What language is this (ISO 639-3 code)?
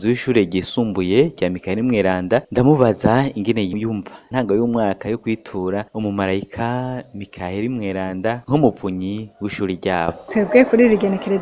run